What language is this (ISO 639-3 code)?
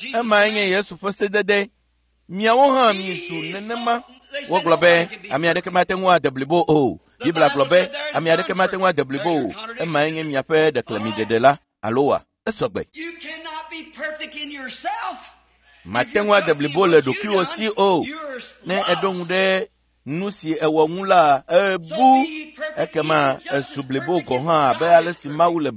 ewe